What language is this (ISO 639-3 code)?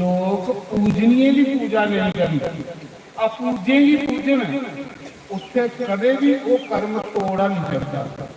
doi